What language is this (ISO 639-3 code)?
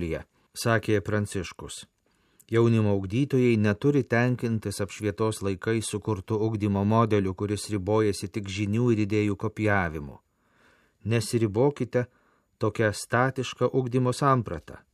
lit